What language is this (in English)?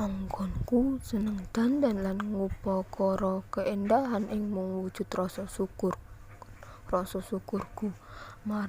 Javanese